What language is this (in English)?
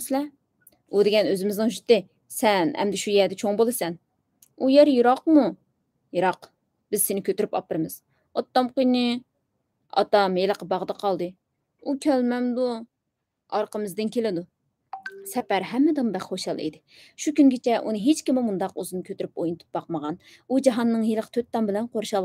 Uyghur